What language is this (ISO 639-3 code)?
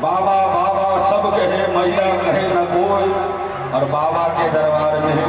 mai